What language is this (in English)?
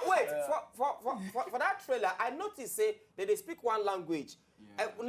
Nigerian Pidgin